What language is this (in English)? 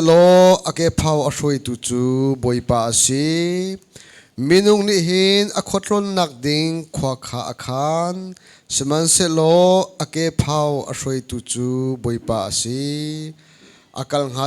Hakha Chin